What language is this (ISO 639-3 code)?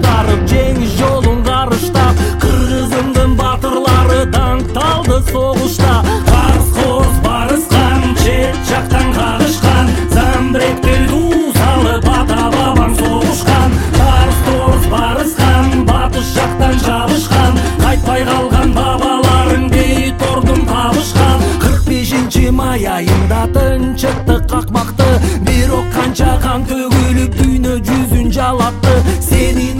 kir